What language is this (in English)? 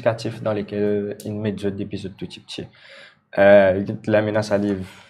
Morisyen